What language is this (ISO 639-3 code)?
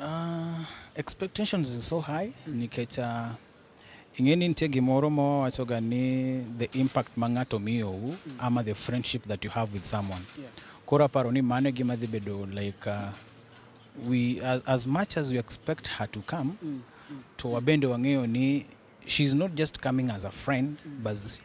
luo